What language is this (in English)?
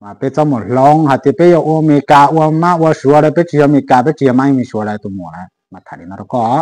Hmong